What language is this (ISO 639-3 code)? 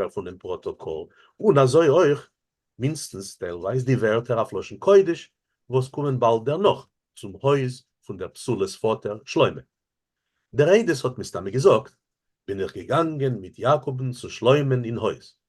yid